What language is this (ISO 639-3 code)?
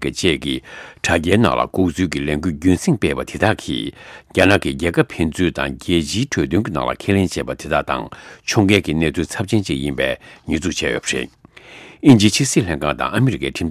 bod